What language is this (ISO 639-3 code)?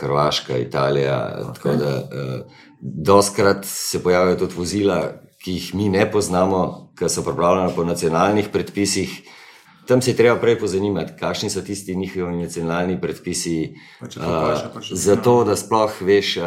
slv